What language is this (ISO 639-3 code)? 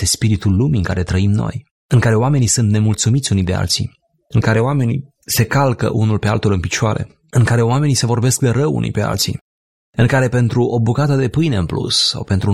ron